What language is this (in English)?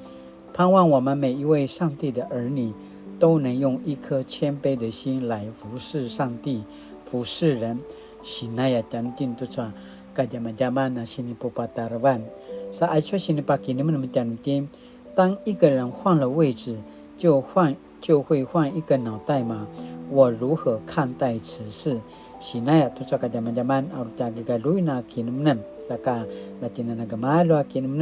Paiwan